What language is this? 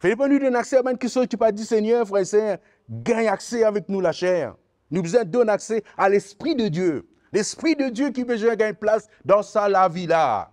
Morisyen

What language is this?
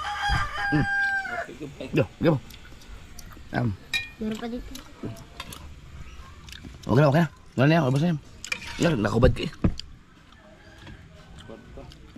Filipino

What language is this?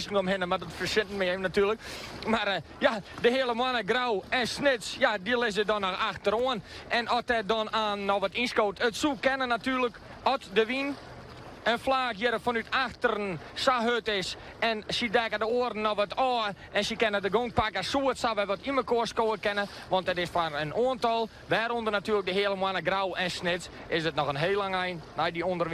Western Frisian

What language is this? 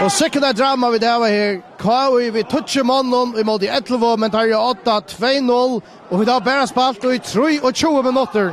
Faroese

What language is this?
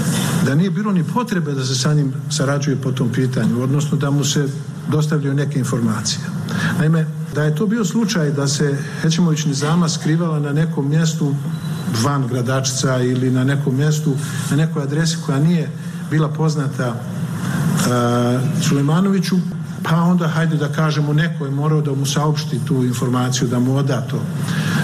Bosnian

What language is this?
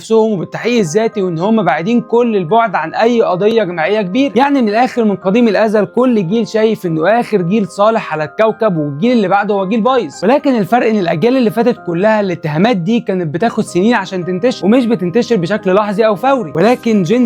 Egyptian Arabic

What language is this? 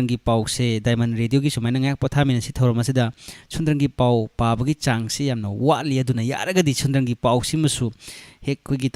Manipuri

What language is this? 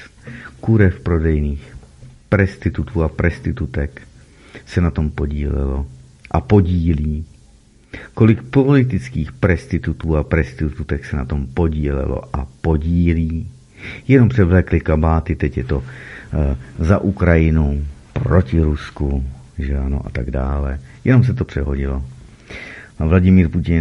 Czech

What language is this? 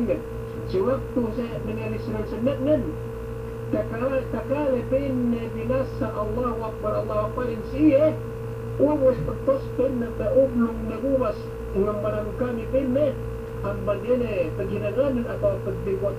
Yakan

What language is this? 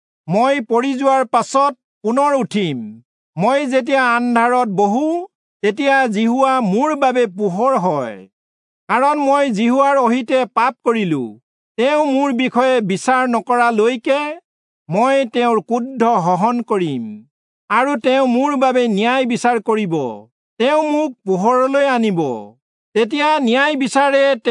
Assamese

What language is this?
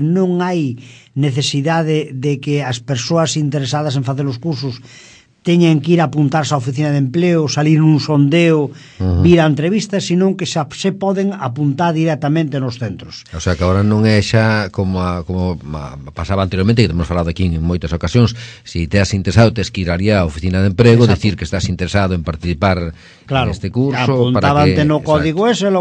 Galician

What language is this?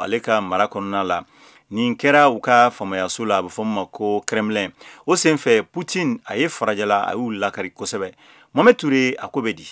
Bambara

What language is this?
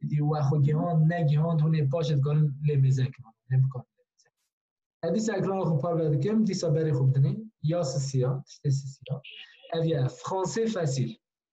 Kurdish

